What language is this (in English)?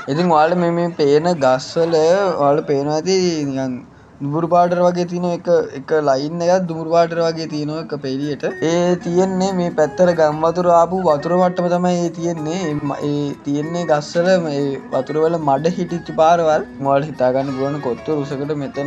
Sinhala